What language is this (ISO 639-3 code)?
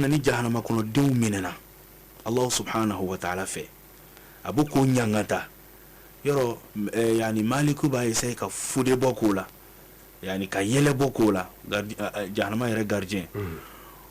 bam